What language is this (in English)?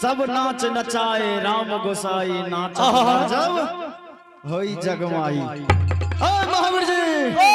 Angika